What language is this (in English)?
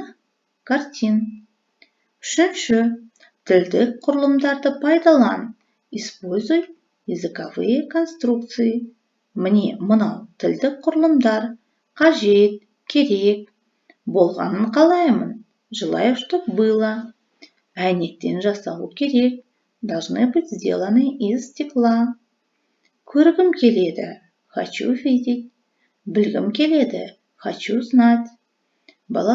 Kazakh